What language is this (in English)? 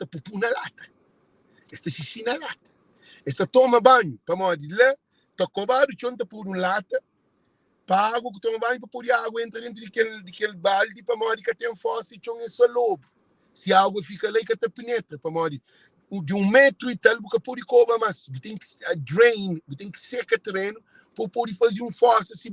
Kabuverdianu